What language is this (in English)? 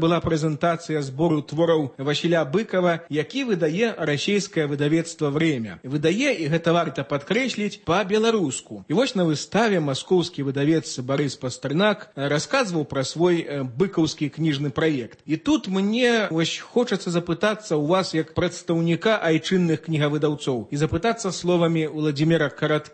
Belarusian